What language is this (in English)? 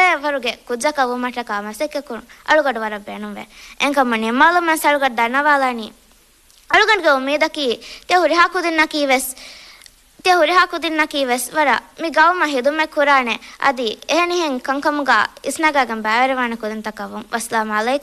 Divehi